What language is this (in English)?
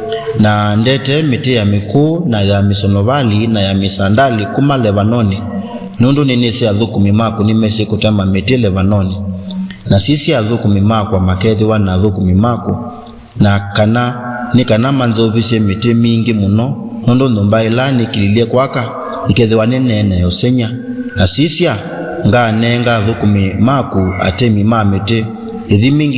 Kamba